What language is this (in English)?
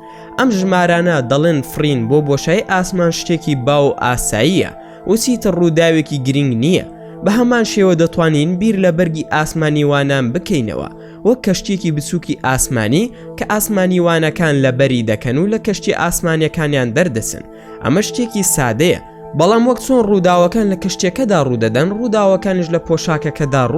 Central Kurdish